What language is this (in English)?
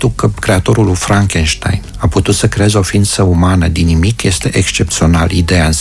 Romanian